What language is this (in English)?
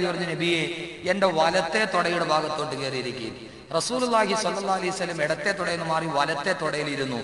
Malayalam